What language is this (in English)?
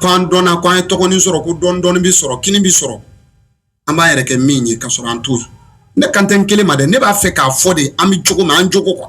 Bambara